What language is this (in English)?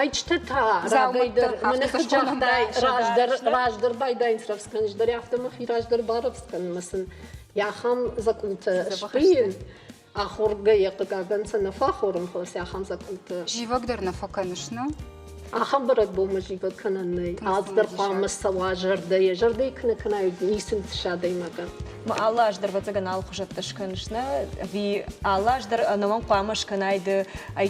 Ossetic